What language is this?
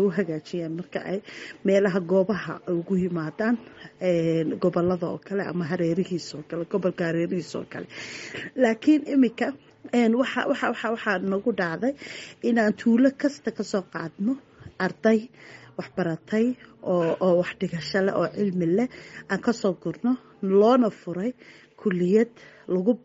Somali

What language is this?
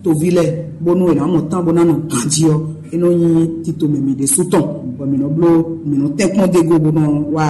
Fon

